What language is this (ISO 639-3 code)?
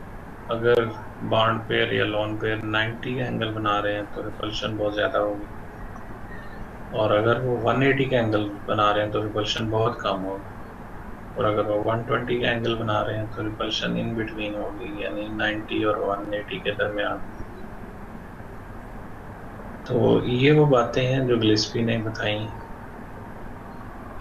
hin